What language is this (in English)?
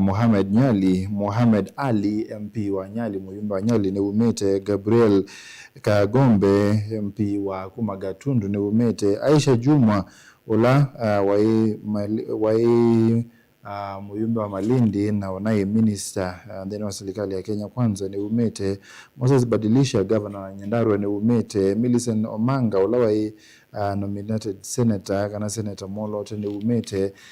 Kamba